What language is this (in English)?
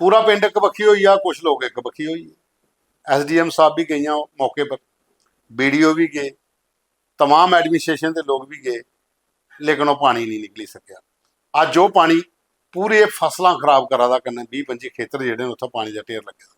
Dogri